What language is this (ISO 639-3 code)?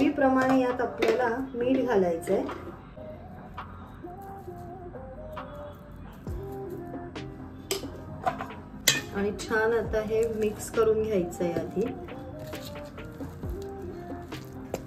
mar